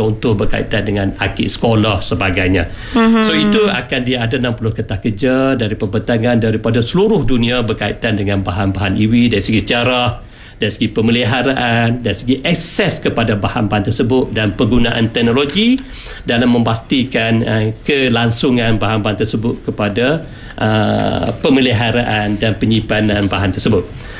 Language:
Malay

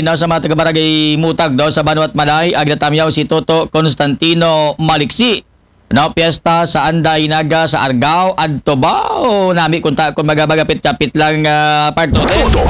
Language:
Aklanon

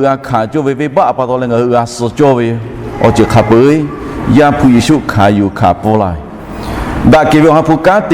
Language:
Lahu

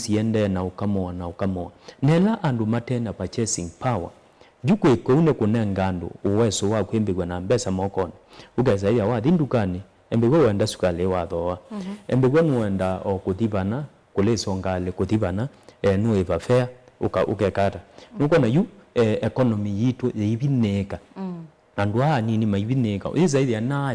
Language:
Kamba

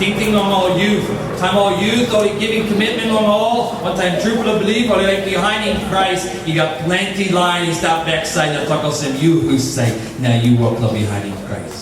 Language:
Tok Pisin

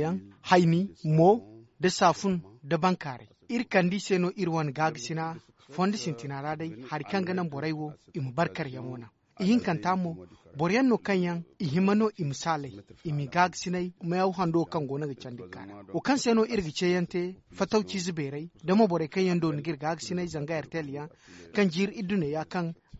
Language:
Zarma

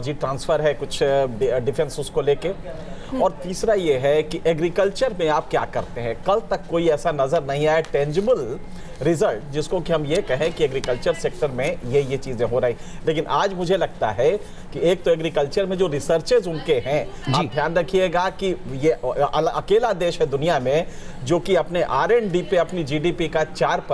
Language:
Hindi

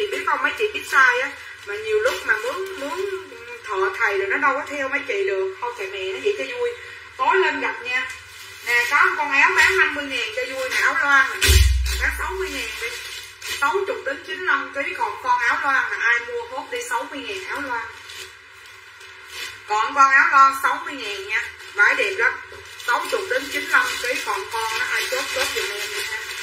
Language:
Vietnamese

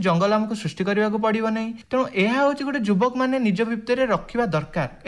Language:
Odia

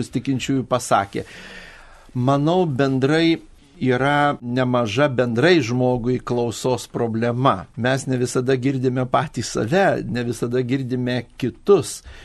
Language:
Lithuanian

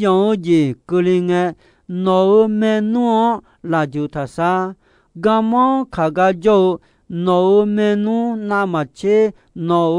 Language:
Akha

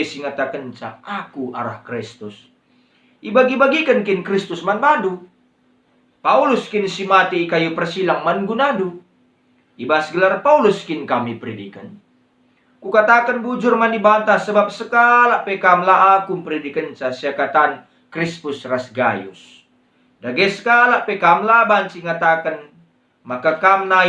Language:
Batak Karo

